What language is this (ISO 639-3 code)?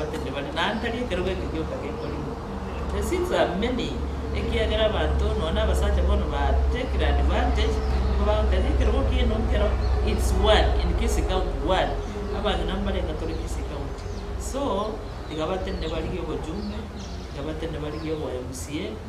guz